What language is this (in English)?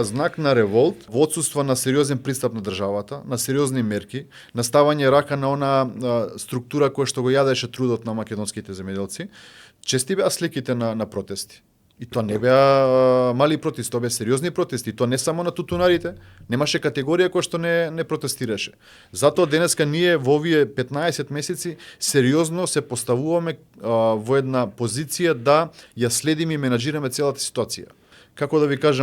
Macedonian